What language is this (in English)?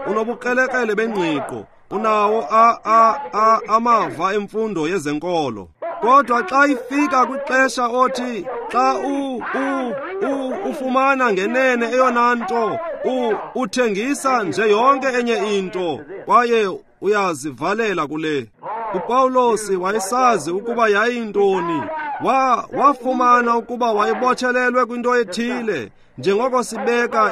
Xhosa